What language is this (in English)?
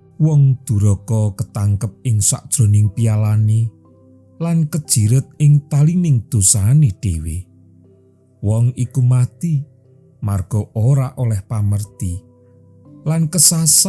Javanese